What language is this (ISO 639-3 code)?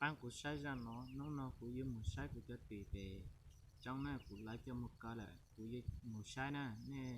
hmn